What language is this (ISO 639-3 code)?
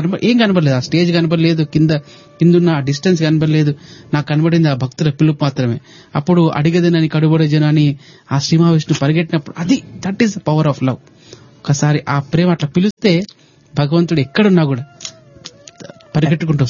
tel